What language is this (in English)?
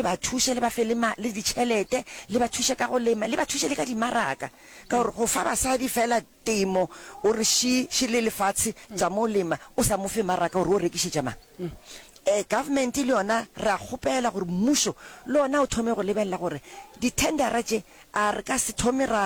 Northern Sotho